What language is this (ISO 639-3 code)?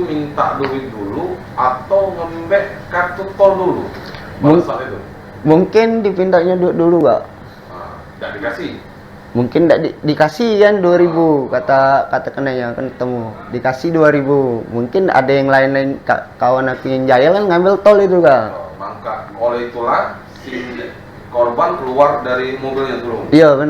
mui